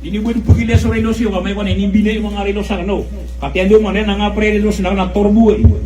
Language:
Maranao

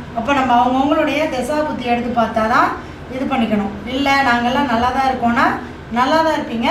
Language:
Tamil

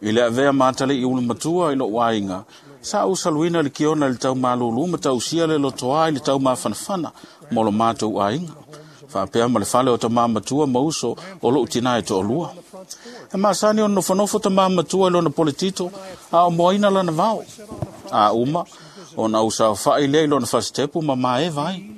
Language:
Samoan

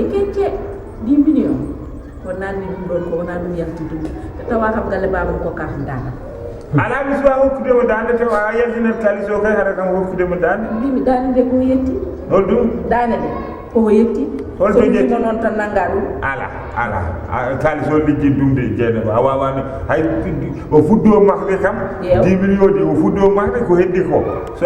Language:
Fula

